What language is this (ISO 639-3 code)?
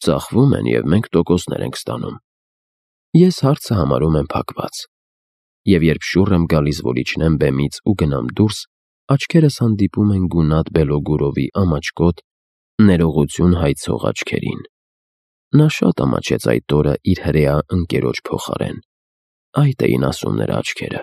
hye